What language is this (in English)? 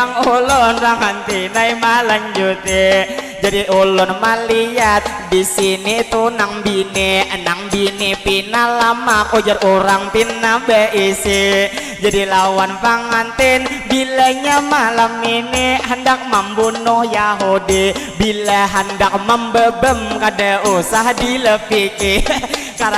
Banjar